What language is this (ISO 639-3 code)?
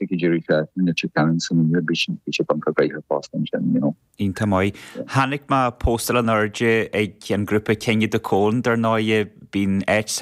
gle